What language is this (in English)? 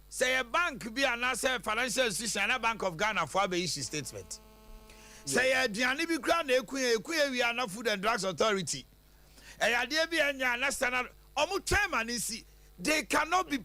Akan